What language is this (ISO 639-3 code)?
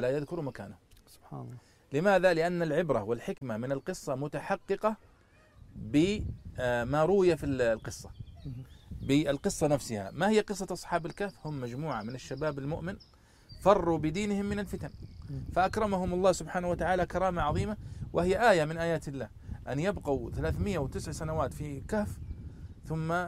ars